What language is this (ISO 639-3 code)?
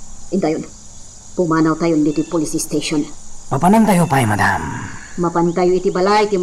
ilo